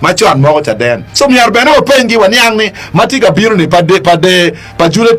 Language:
Acoli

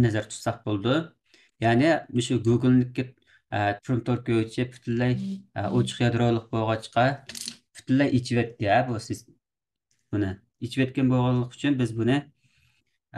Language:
Uyghur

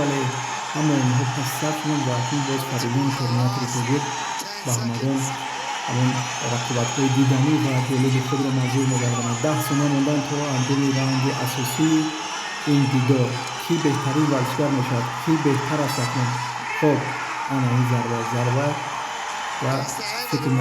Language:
Tajik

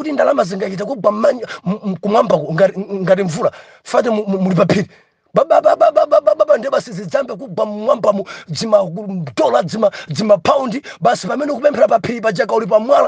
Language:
Nyanja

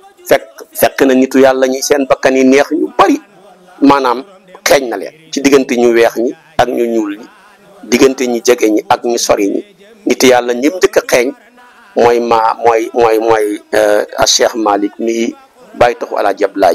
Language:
Wolof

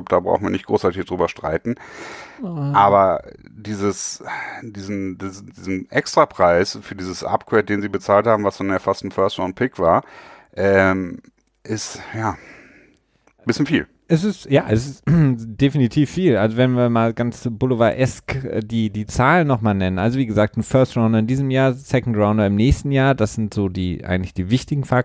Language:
German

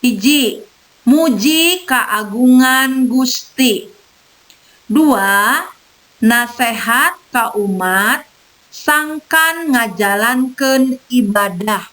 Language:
Sundanese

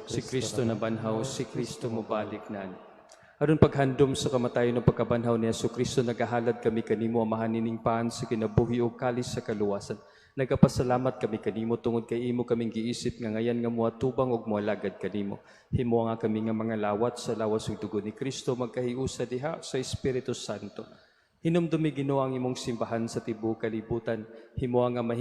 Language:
Cebuano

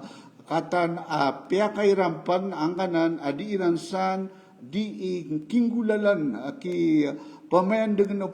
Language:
Maranao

